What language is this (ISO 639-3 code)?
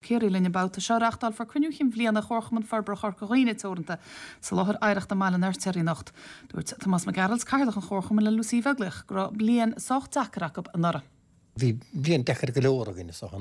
gle